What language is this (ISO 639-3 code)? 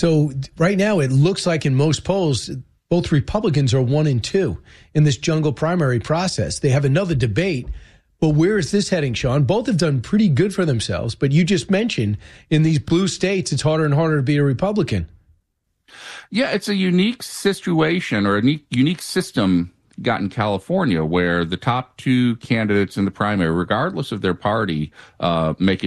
eng